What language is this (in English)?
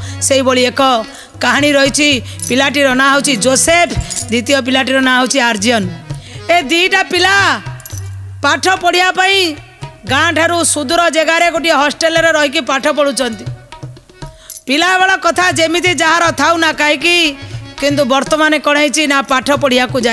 Odia